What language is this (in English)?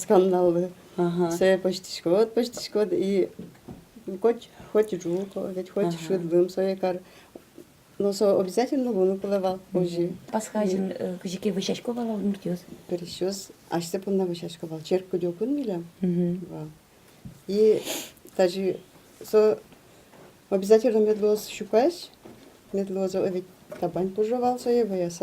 Udmurt